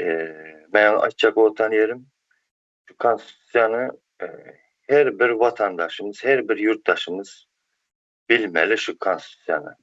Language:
Turkmen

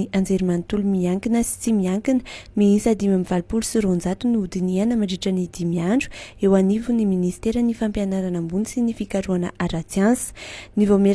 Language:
Malagasy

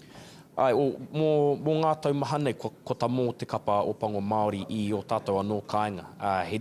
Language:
Māori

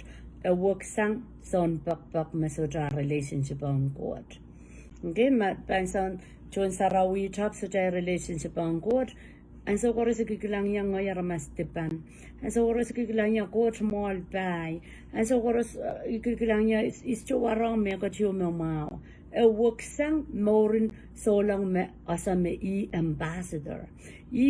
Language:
Pohnpeian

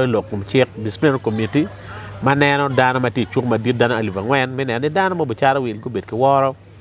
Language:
Acoli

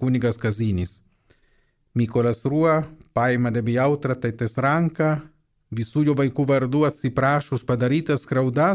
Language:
Lithuanian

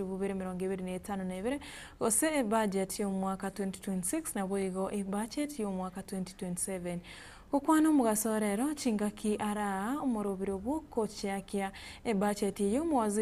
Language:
Gusii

